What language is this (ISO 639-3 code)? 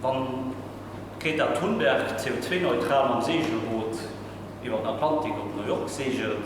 ltz